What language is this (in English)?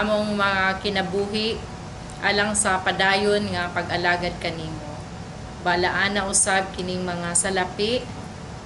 Cebuano